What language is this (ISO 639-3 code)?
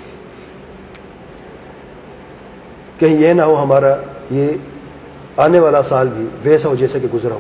urd